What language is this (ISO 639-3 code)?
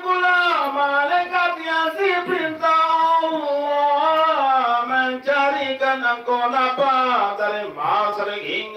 sas